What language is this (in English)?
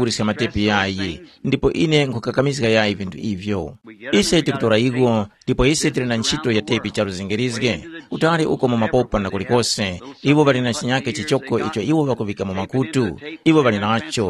Tumbuka